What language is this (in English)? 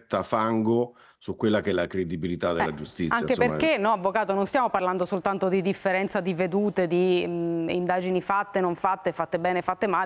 Italian